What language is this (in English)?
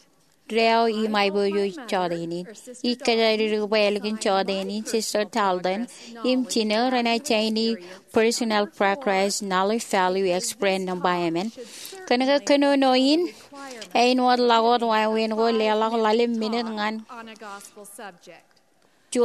Marshallese